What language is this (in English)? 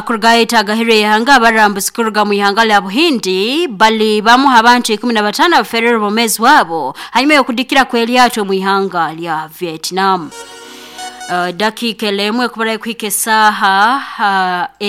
Nyoro